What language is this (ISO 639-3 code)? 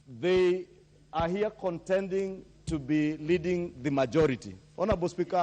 luo